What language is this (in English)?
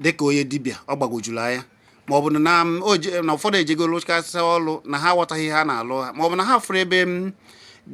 Igbo